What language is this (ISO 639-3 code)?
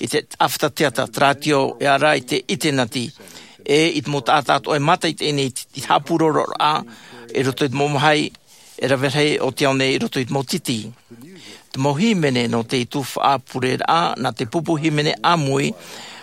tah